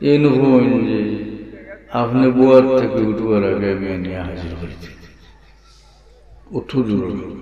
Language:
Sylheti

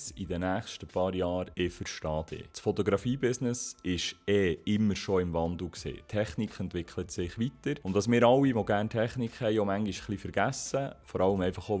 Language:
Swiss German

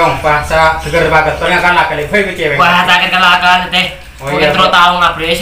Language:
Madurese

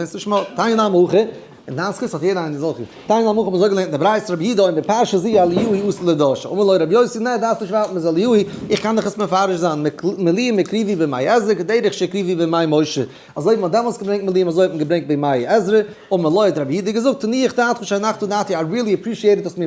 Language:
Yiddish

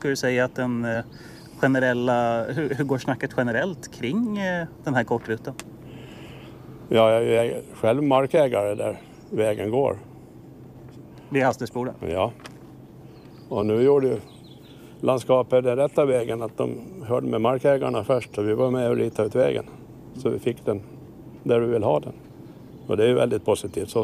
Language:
Swedish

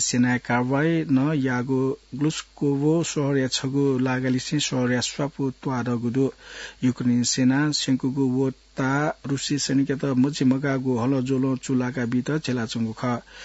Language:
Newari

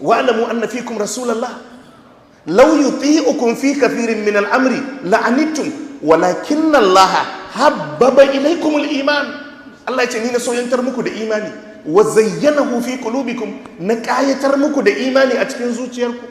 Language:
Hausa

